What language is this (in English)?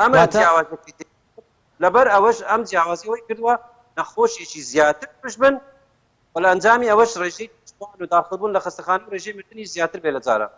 Central Kurdish